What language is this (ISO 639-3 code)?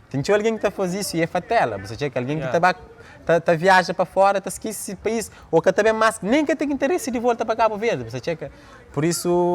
kea